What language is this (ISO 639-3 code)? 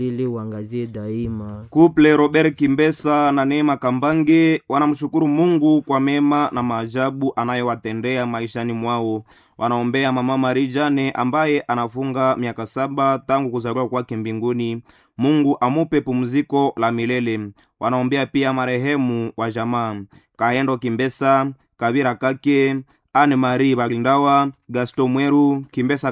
swa